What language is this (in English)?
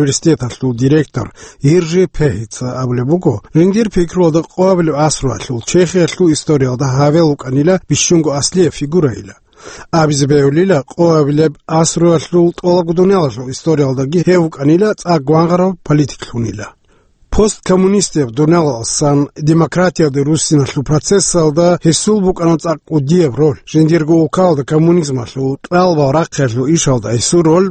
Avaric